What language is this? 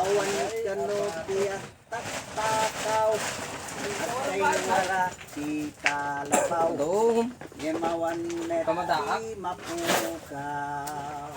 Iloko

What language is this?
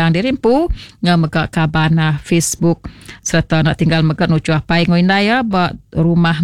Iban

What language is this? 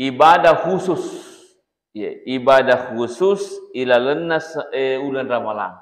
Buginese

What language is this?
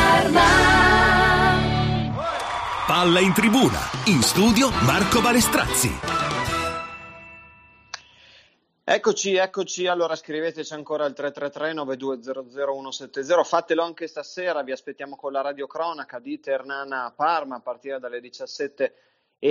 Italian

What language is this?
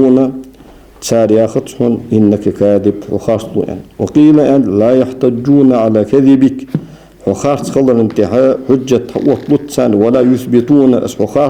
Ingush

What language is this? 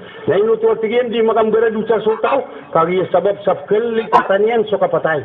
Maranao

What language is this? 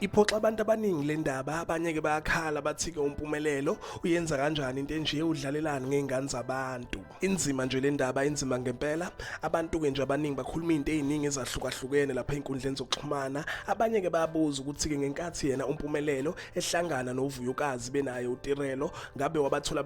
Zulu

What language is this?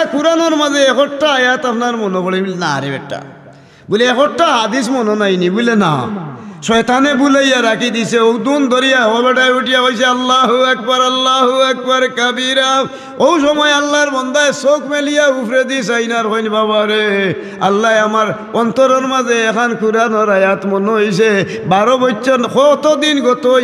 Sylheti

